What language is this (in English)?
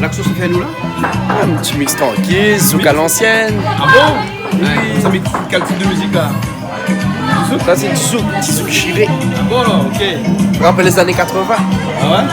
Réunion Creole French